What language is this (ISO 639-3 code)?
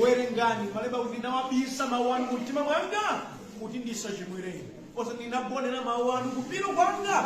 nya